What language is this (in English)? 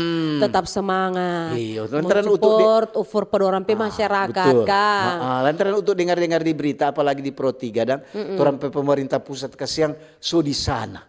Manado Malay